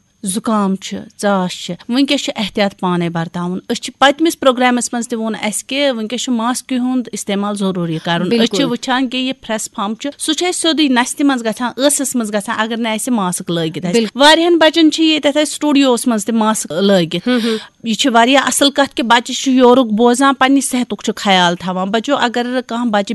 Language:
Kashmiri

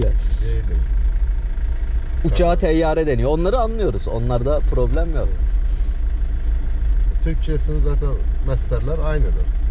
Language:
Turkish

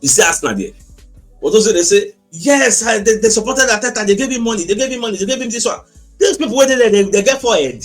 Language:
Nigerian Pidgin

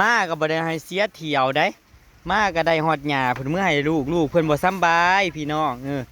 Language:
Northeastern Thai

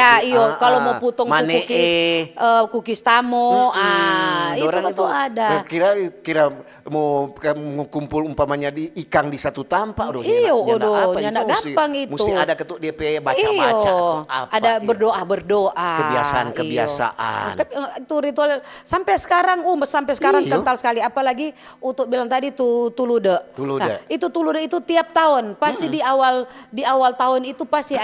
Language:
Manado Malay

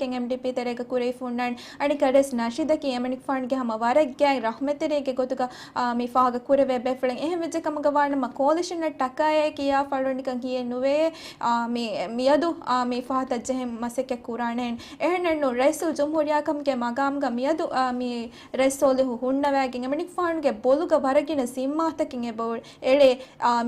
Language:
Divehi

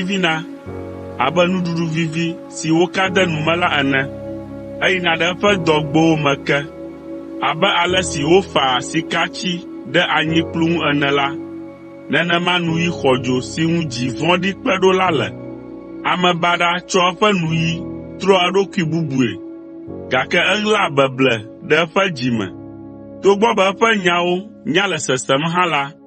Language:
Ewe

